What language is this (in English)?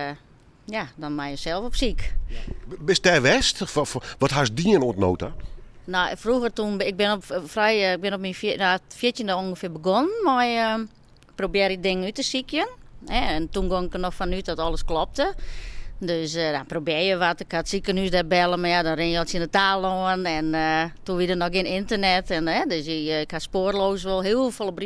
Western Frisian